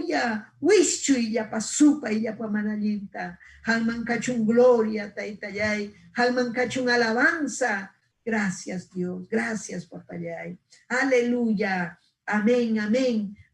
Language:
Ayacucho Quechua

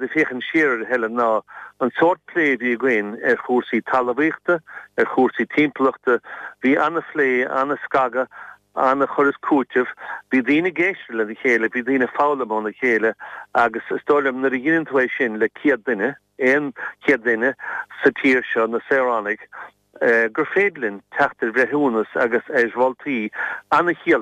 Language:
Irish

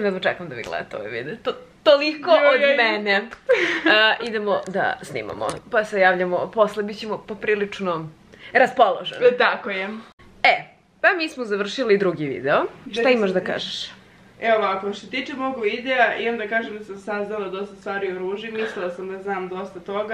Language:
Serbian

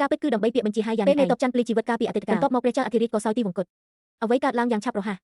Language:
Khmer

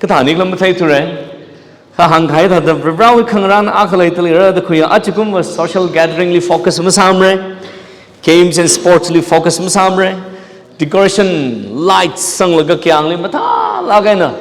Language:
Tangkhul Naga (India)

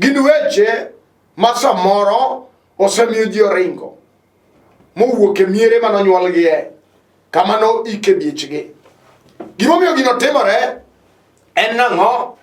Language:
Luo (Kenya and Tanzania)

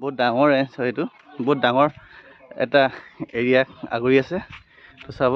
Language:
Assamese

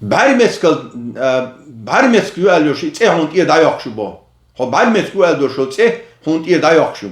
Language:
Chechen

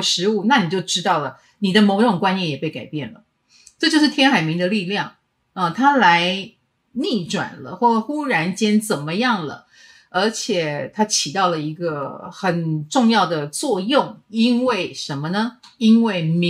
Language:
Chinese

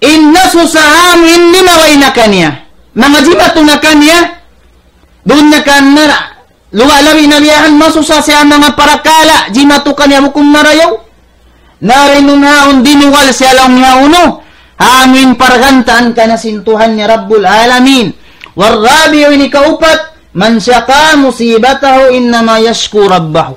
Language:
Tausug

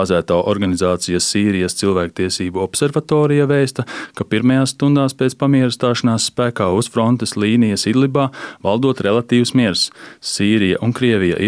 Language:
Latvian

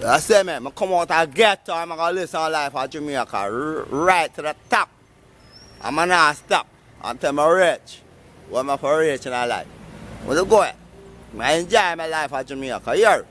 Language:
Jamaican Creole English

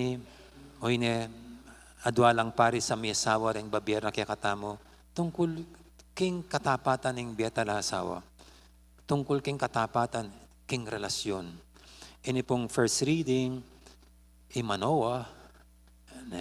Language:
Pampanga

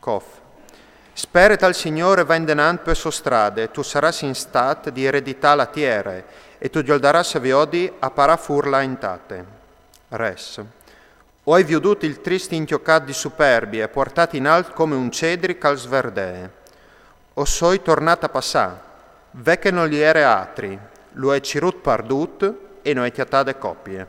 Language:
Friulian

